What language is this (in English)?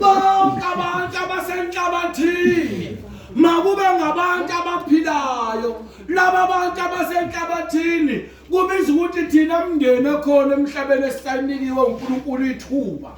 Zulu